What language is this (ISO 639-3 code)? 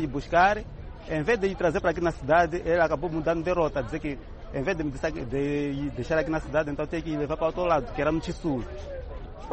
por